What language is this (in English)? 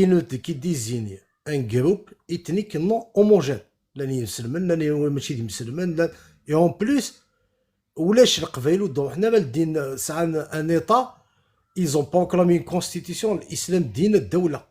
Kabyle